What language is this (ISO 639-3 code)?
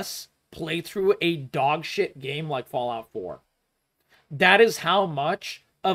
eng